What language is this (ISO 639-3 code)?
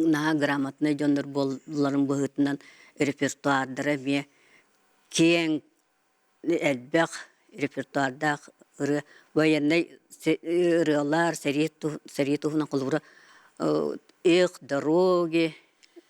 sah